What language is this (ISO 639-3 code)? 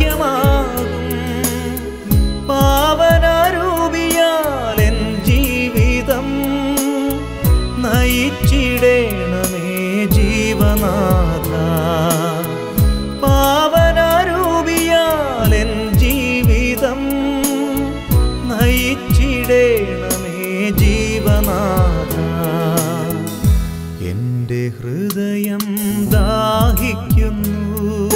mal